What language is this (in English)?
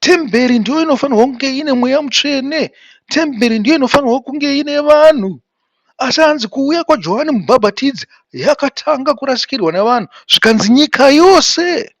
Shona